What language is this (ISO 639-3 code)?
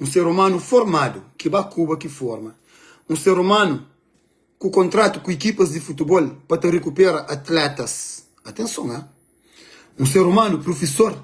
kea